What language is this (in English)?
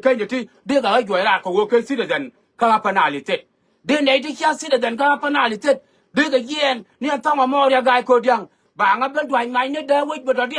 Nuer